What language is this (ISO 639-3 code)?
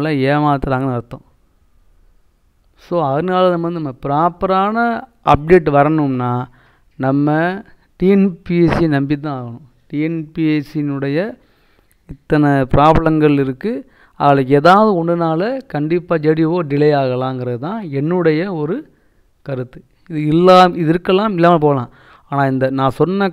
tam